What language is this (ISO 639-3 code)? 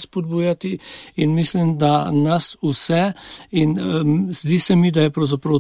slv